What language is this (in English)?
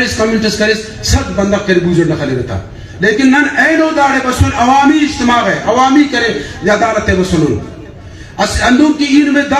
Brahui